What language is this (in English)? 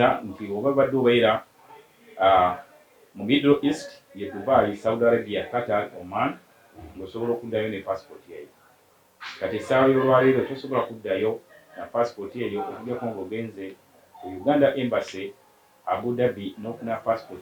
Ganda